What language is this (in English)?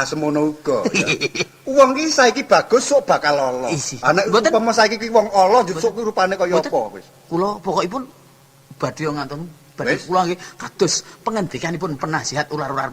Javanese